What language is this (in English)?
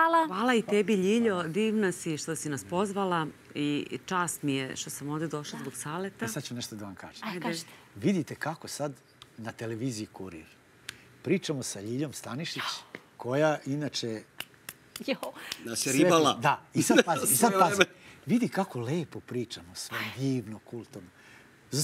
Serbian